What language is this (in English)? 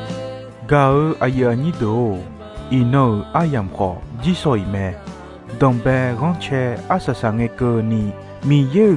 Akha